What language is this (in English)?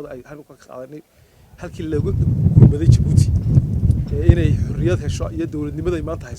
Somali